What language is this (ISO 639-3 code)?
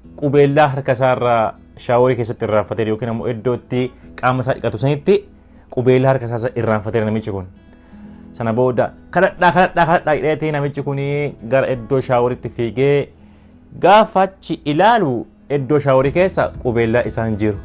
orm